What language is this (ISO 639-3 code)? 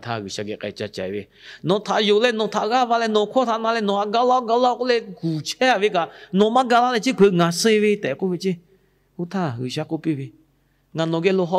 lhu